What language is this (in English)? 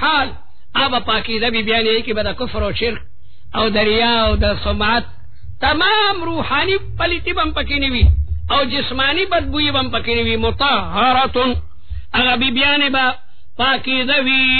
Urdu